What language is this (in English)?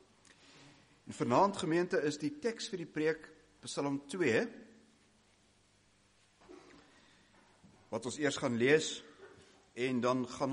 Afrikaans